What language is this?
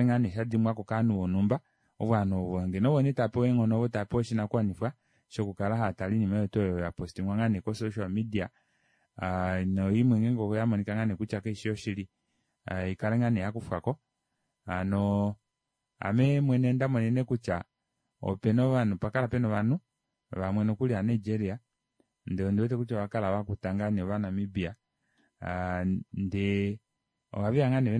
Kuanyama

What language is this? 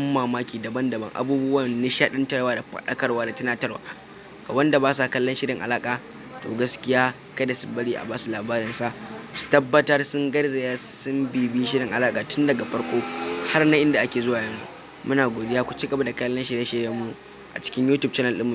Hausa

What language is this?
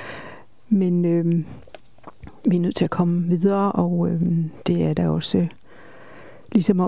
Danish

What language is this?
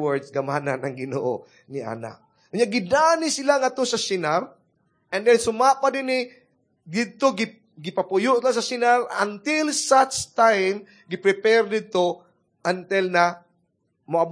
Cebuano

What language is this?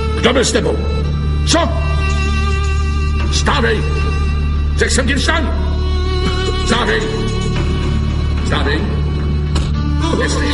Czech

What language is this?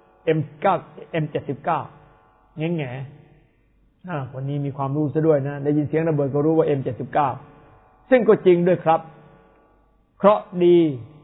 Thai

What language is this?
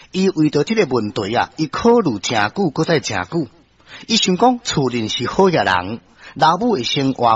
Min Nan Chinese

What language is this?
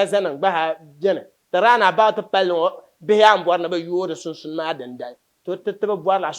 Dagbani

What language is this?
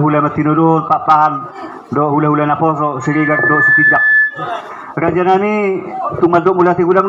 Batak Toba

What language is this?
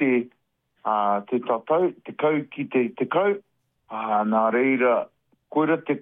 Māori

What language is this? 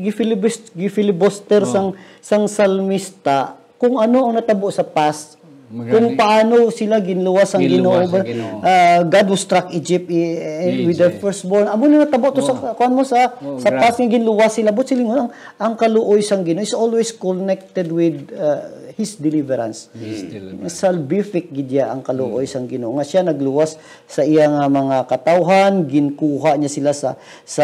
Hiligaynon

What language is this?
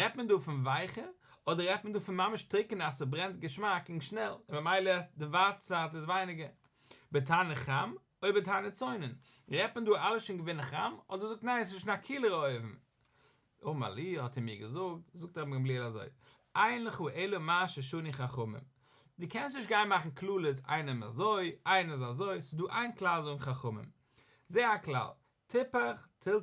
Yiddish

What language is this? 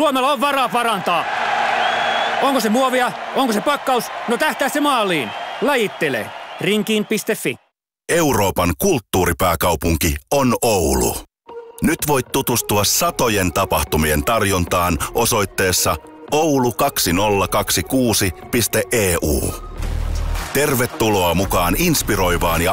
Finnish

